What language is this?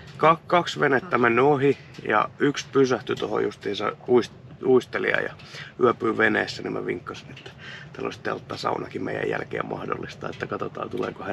Finnish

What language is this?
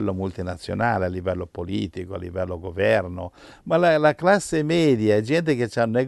Italian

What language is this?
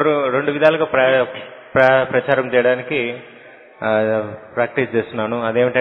Telugu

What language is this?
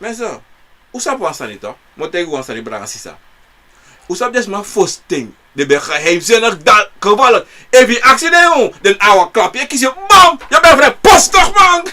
Sranan Tongo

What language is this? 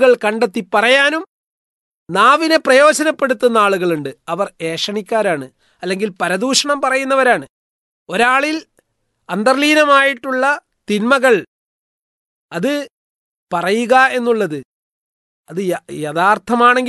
Malayalam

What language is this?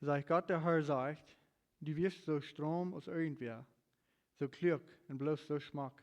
Plautdietsch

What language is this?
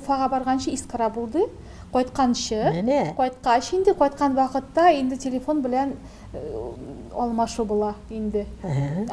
Tatar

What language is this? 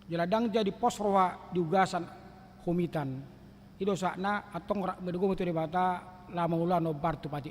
Batak Toba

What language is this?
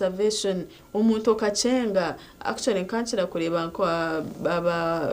Nyankole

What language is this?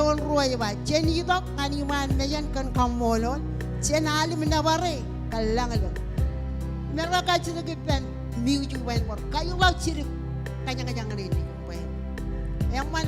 Marshallese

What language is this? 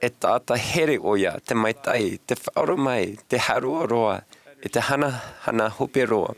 Tahitian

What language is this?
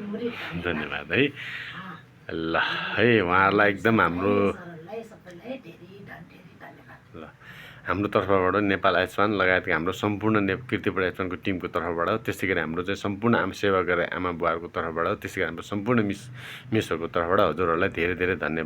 Nepali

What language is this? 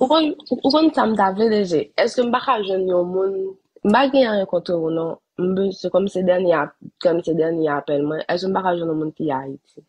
Haitian Creole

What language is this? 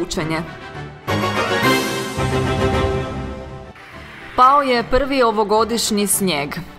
Croatian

